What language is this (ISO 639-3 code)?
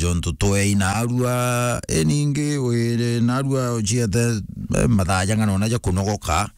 mer